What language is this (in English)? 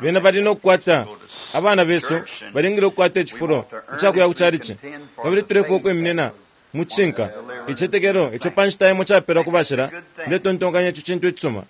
Bemba